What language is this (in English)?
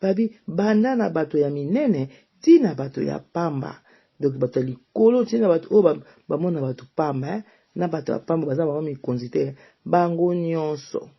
Lingala